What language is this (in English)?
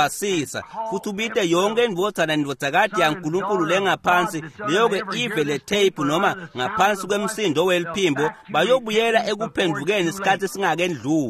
Swati